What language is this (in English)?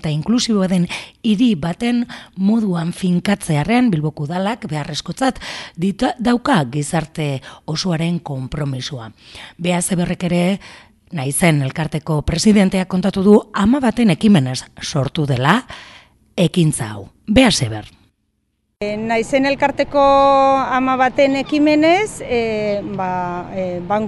Basque